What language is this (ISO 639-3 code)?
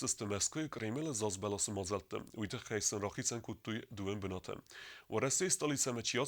oss